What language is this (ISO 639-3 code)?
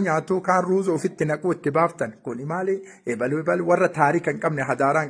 orm